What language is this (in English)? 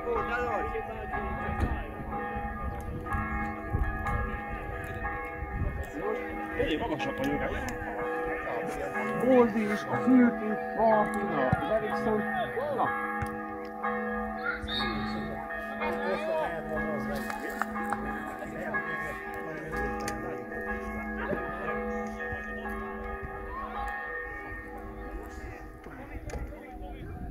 Hungarian